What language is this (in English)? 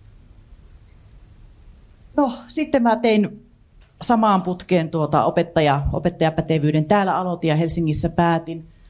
Finnish